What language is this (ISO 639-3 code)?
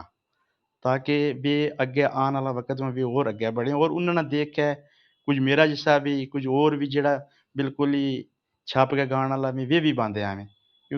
gju